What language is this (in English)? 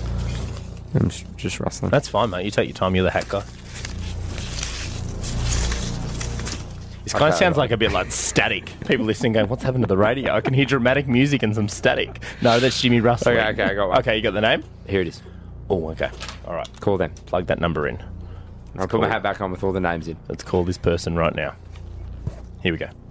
English